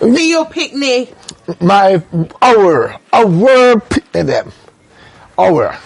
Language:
Jamaican Creole English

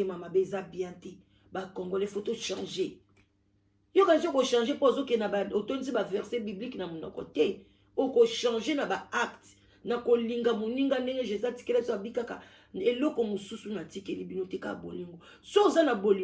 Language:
Lingala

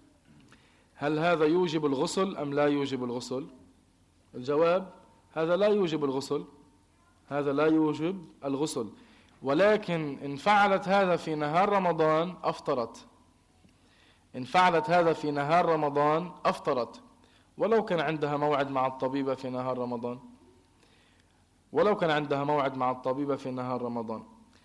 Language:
Arabic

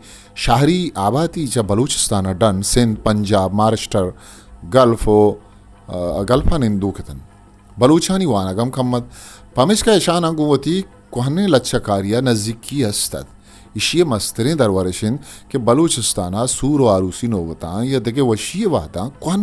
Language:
Eastern Balochi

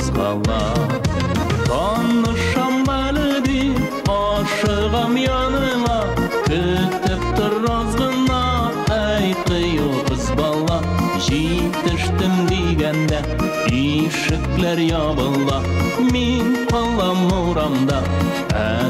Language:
Tatar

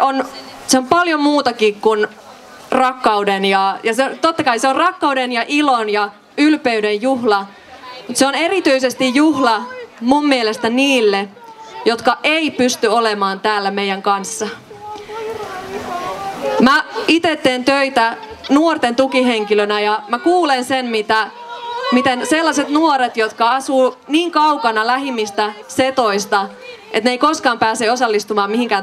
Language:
Finnish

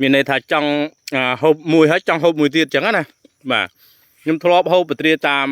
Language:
Khmer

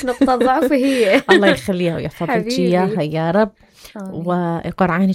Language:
Mesopotamian Arabic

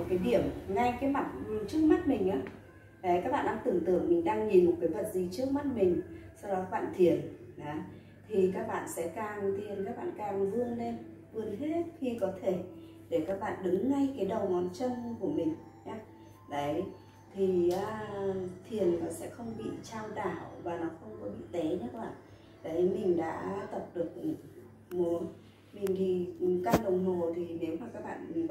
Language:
Vietnamese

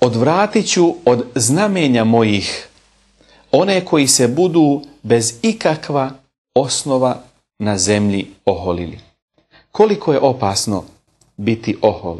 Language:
Bosnian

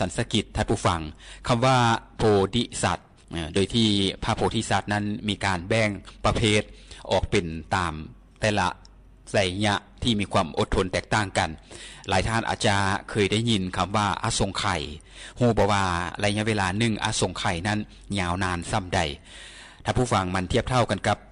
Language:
Lao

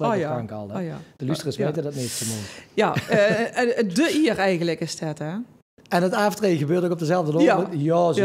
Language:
Limburgish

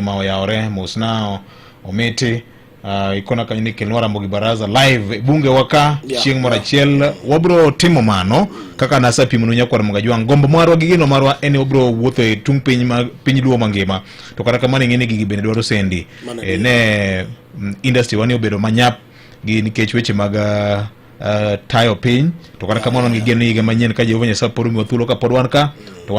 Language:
Luo (Kenya and Tanzania)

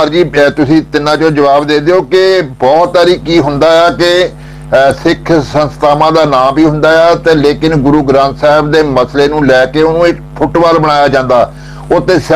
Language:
Punjabi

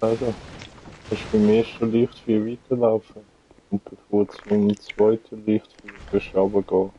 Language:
Swiss German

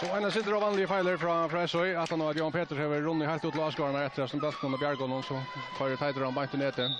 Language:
Faroese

